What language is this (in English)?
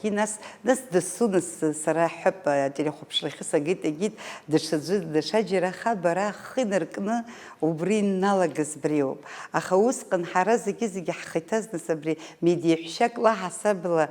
Abkhazian